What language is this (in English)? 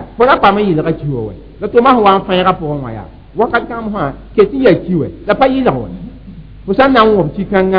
Mossi